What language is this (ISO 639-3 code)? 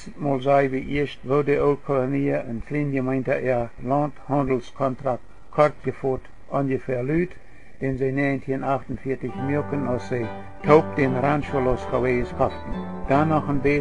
pdt